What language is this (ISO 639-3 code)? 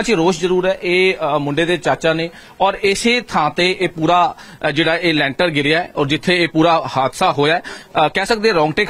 pan